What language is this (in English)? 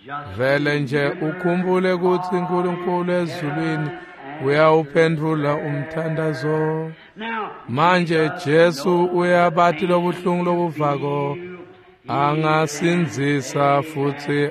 Swati